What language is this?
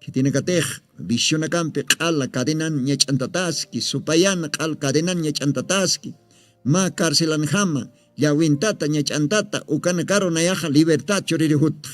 Aymara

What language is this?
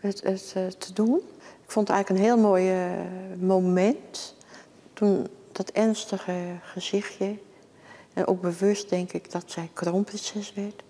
Western Frisian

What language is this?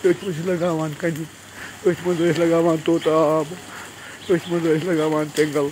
Kashmiri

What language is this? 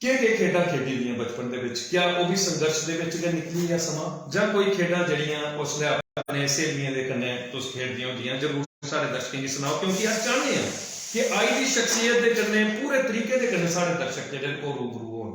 Dogri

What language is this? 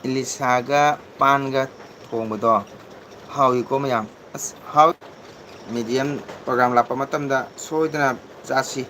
Manipuri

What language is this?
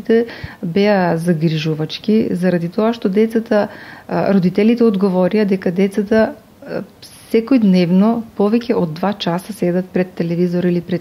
Macedonian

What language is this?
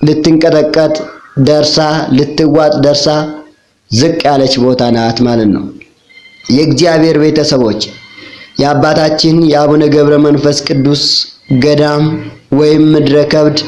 Amharic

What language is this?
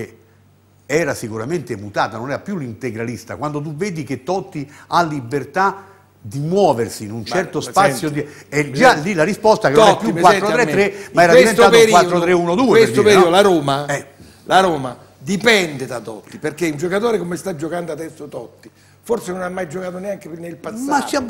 Italian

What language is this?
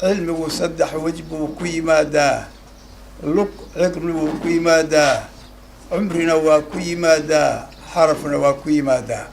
Somali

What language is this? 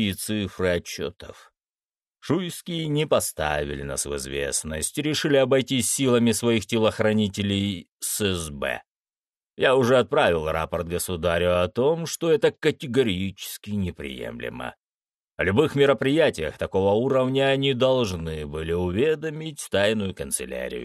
Russian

